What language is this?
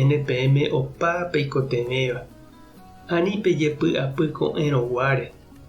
Guarani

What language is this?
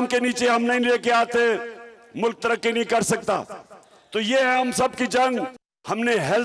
Urdu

